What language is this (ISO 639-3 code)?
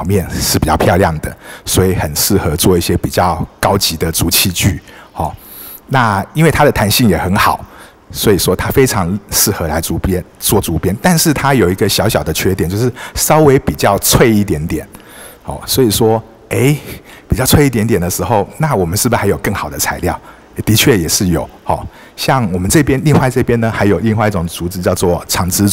zho